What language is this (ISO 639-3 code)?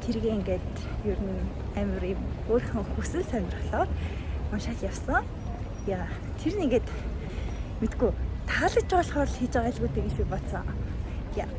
mon